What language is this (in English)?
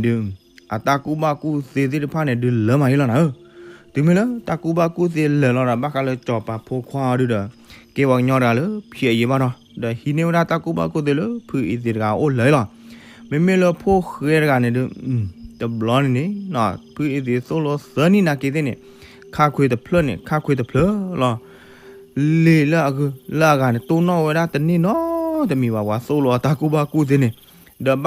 S'gaw Karen